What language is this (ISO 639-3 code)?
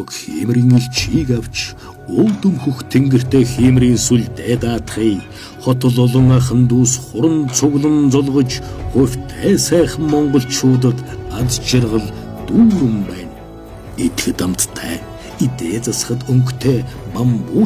mon